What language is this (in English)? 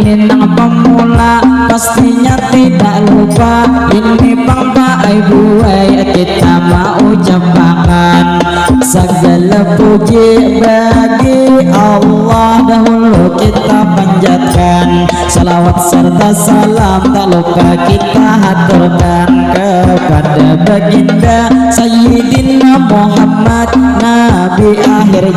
Banjar